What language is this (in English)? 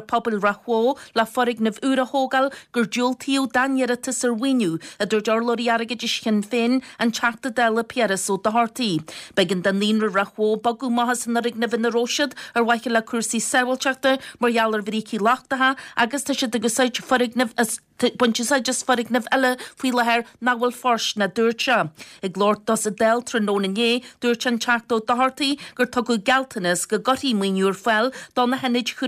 Irish